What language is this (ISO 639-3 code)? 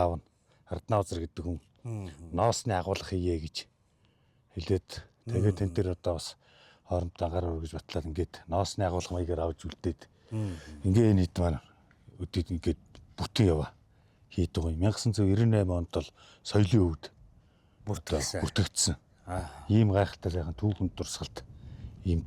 mon